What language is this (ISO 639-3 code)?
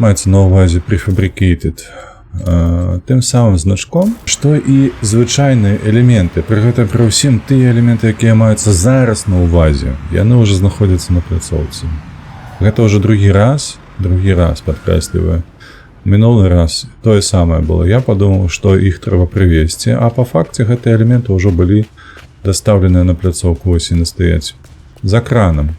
bel